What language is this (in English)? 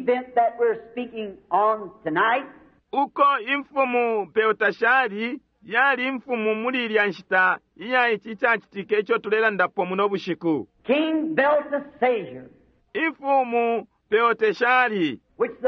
Bemba